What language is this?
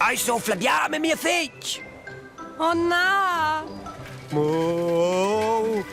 Romansh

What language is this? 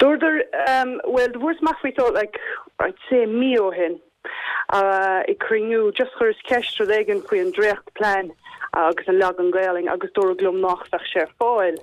Irish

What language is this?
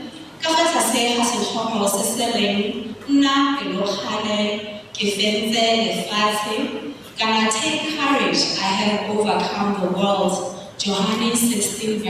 Tswana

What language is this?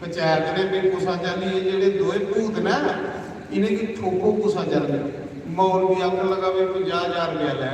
Dogri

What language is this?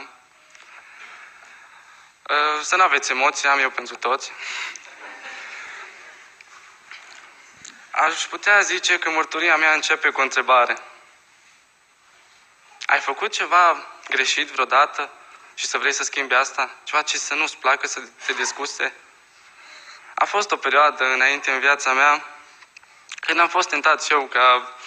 Romanian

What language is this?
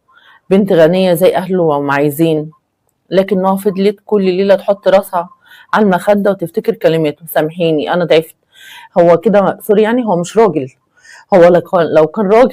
Egyptian Arabic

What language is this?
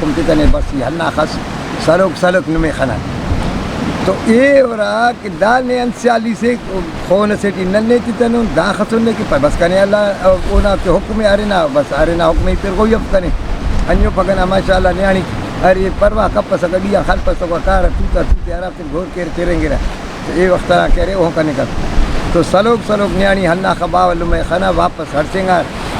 Brahui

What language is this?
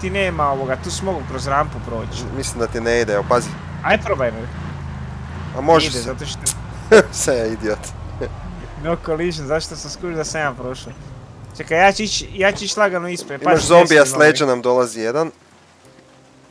Croatian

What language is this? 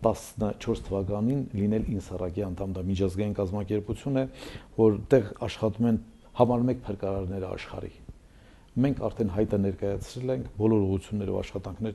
Armenian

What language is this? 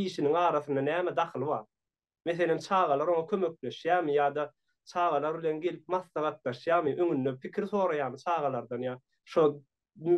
Turkmen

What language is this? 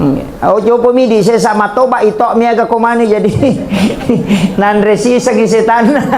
Buginese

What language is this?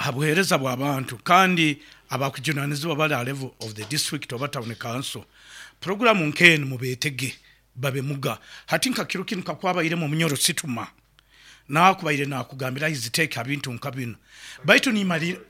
Nyankole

